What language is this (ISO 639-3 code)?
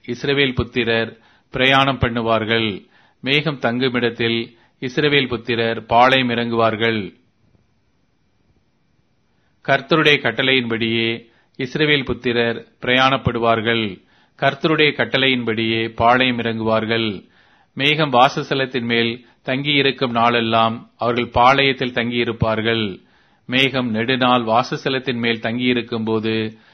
tam